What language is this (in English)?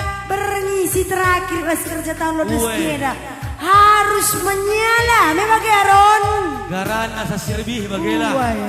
Batak Karo